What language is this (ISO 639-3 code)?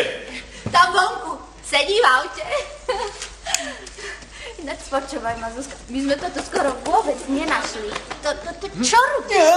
slk